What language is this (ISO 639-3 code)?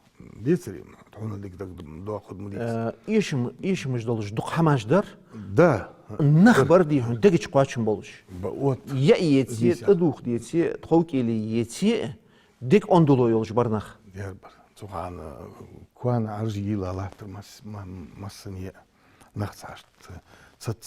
inh